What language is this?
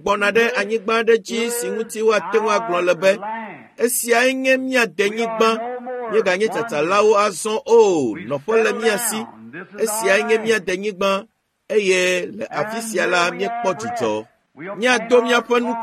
Ewe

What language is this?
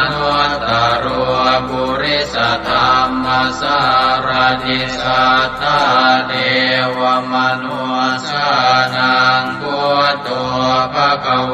Pali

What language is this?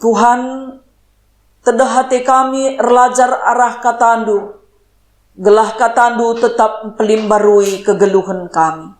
Batak Karo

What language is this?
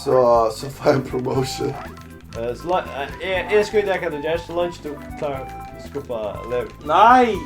Faroese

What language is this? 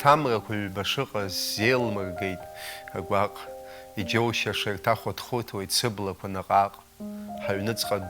Abkhazian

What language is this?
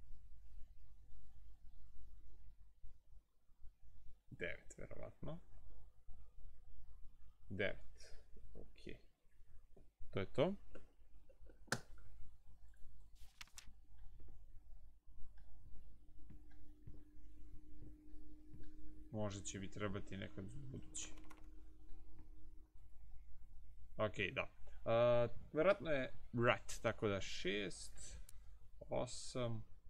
Croatian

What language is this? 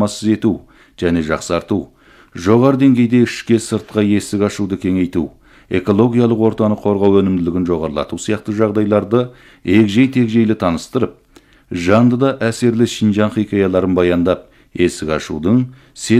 Kazakh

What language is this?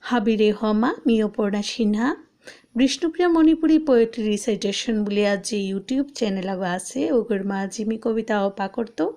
Bishnupriya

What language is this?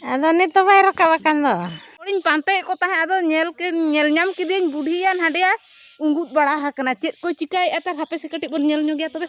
Santali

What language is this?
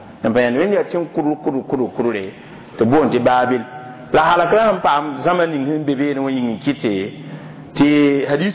Mossi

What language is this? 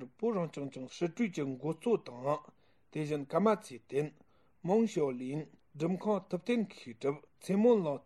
Tibetan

